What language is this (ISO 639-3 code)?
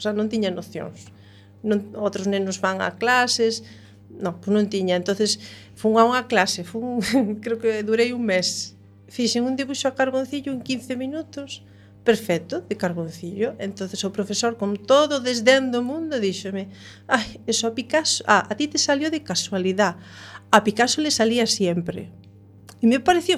glg